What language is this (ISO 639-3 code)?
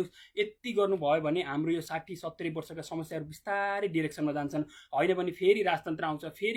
nep